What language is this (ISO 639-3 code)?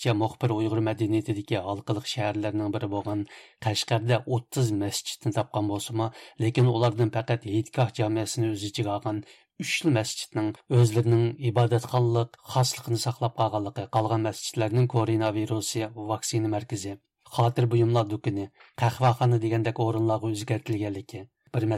uig